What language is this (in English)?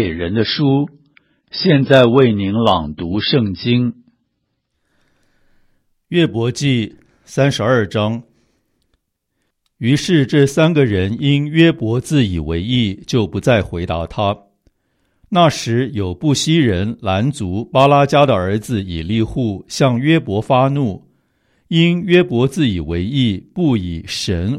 Chinese